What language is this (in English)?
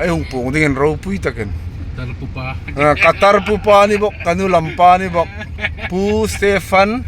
Hmar